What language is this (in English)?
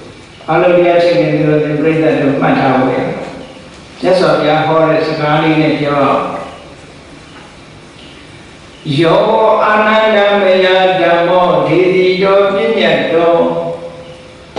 Burmese